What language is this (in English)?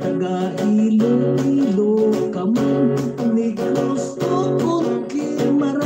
Hiligaynon